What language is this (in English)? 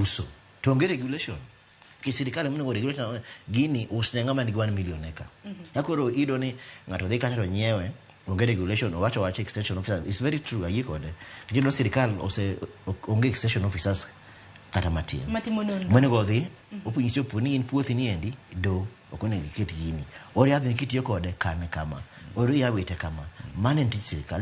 Luo (Kenya and Tanzania)